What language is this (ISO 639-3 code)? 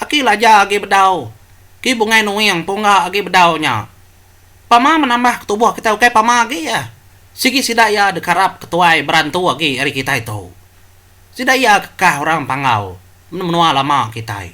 iba